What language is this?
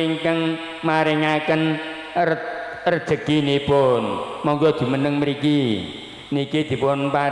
Javanese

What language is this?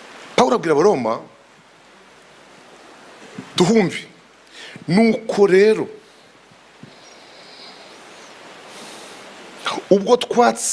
Kinyarwanda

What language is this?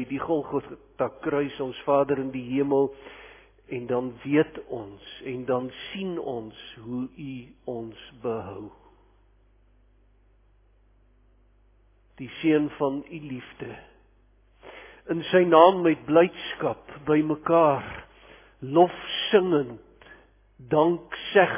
Afrikaans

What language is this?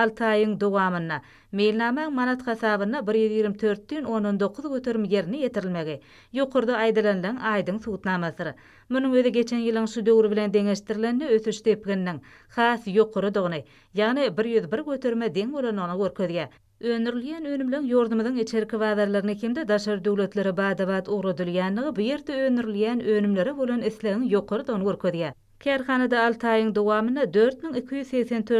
Turkmen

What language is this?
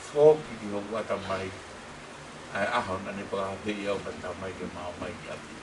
Tongan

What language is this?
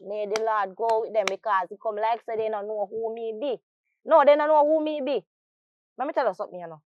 Jamaican Creole English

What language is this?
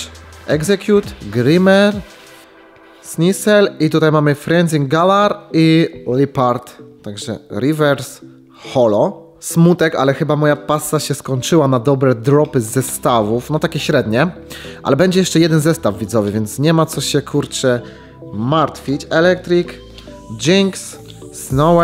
Polish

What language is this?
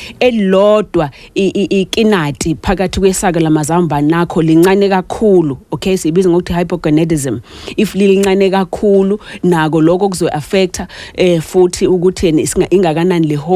Zulu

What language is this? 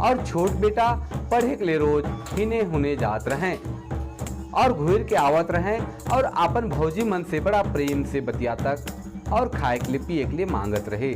Sadri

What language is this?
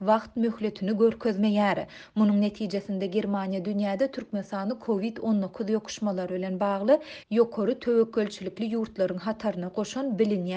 Turkmen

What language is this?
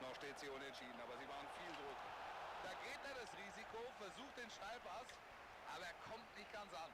Bavarian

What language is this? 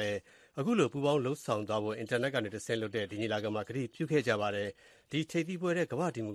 Burmese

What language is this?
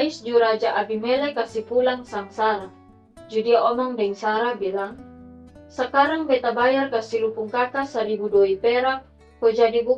Kupang Malay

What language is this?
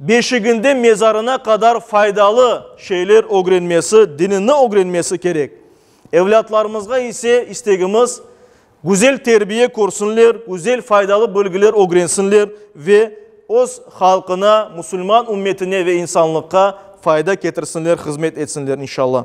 Crimean Tatar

